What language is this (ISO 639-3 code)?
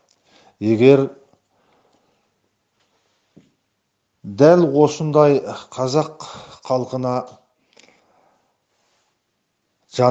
kaz